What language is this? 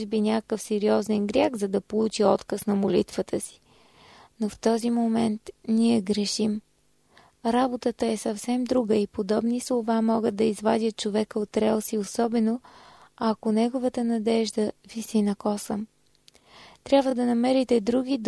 Bulgarian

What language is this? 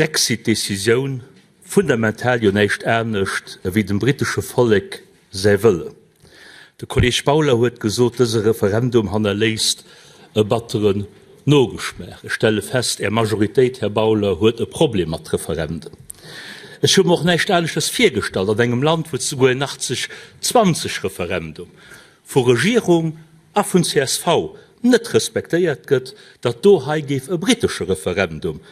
Luxembourgish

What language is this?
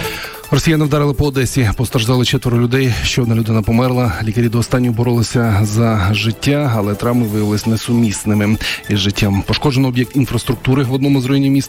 Ukrainian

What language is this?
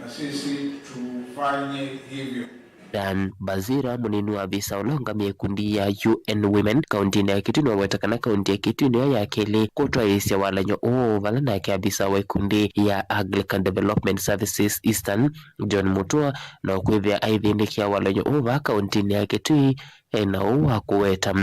Kamba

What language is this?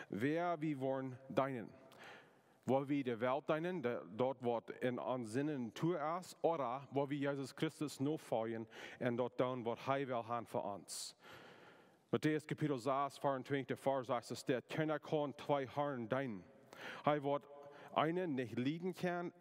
Plautdietsch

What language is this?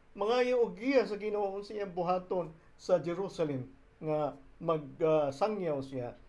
Cebuano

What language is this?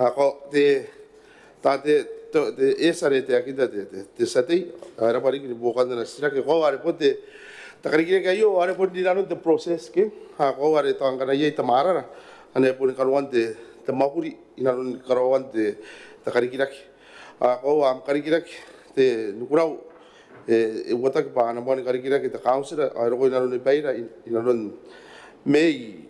Gilbertese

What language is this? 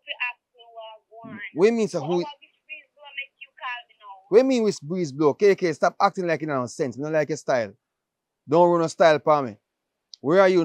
Jamaican Creole English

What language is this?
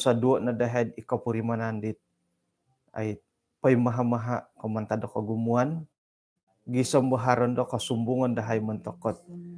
Central Dusun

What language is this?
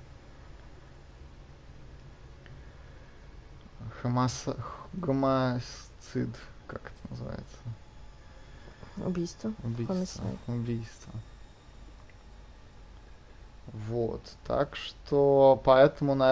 Russian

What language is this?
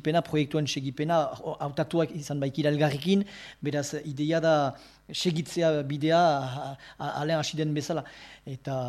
Basque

